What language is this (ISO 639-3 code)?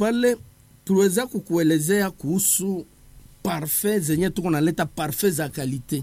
swa